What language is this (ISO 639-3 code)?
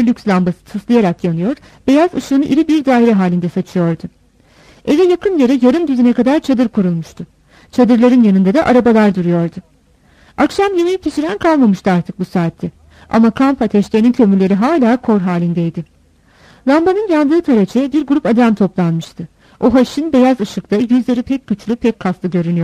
tur